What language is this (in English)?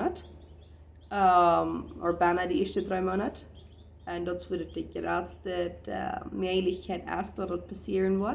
Plautdietsch